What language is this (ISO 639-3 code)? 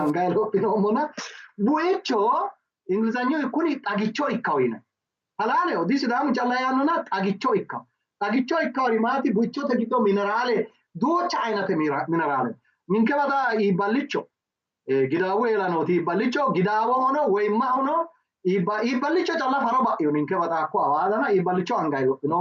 sid